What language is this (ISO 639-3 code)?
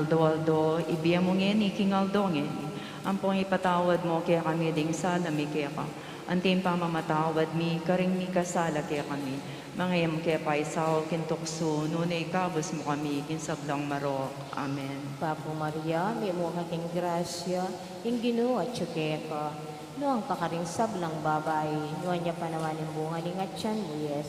pam